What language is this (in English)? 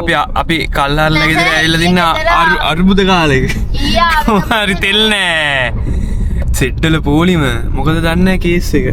Sinhala